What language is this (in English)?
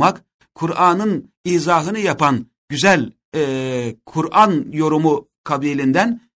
Turkish